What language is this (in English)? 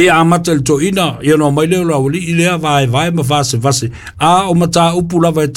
Samoan